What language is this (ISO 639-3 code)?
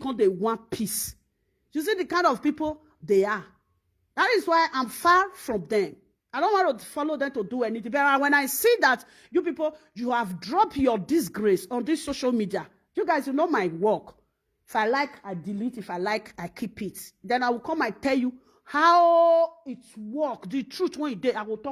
pcm